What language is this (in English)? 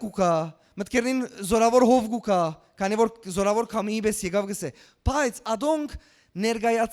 Western Armenian